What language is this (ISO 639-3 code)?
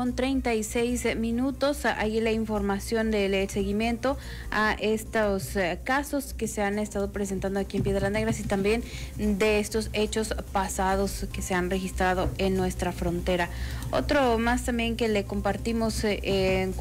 spa